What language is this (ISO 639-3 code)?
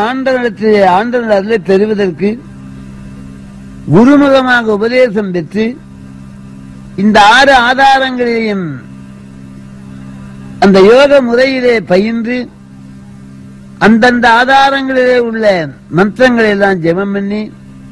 tam